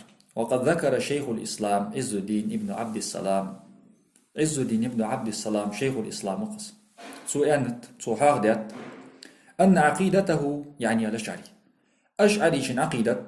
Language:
Ingush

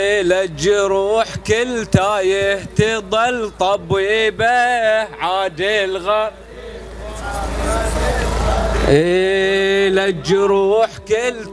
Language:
Arabic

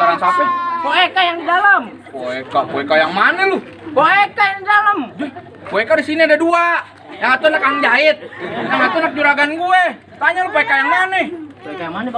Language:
Betawi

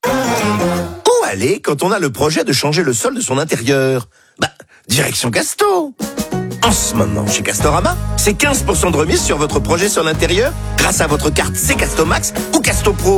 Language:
French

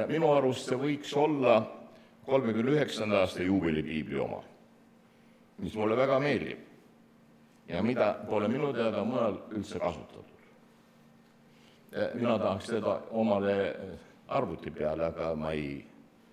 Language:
Estonian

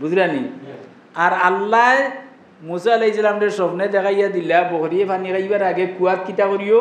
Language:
Sylheti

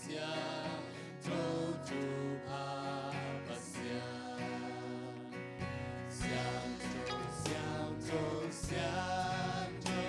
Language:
Tedim Chin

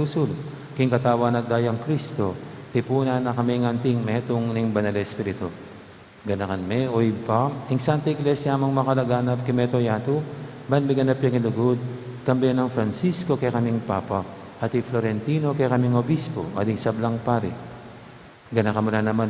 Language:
Pampanga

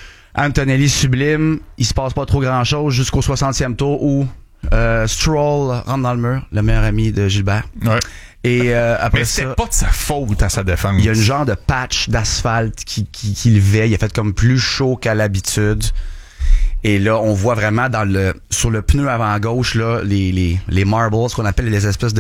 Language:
French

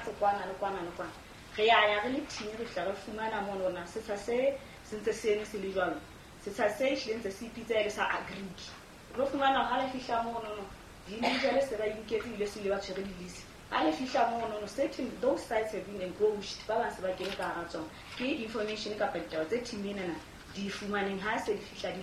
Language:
Southern Sotho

